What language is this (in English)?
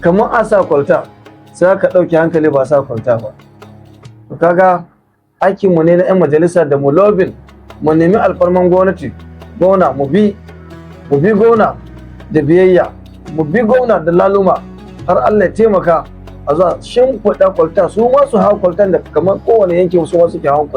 Hausa